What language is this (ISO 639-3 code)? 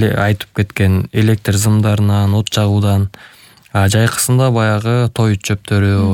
kir